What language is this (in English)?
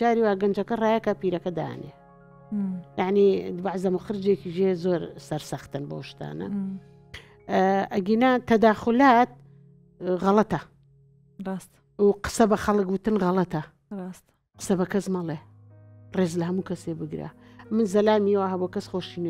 Central Kurdish